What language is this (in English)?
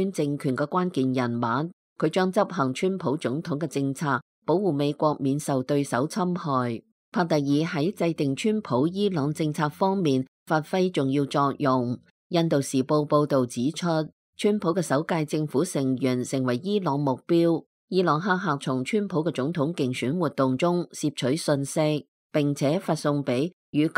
Cantonese